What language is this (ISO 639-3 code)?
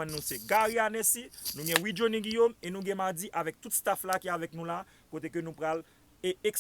hat